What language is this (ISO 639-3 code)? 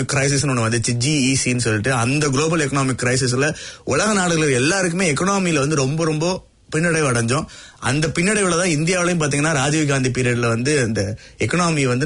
tam